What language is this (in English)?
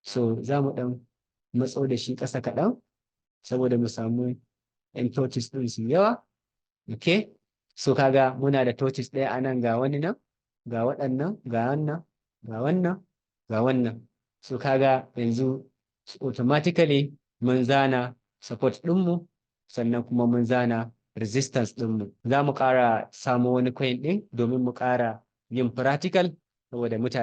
Hausa